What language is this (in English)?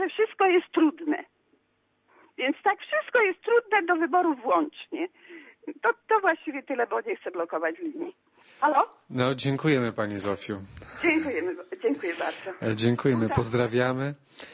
Polish